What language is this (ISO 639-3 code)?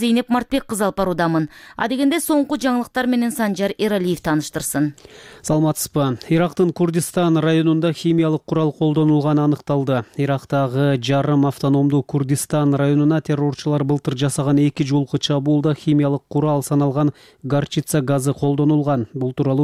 kir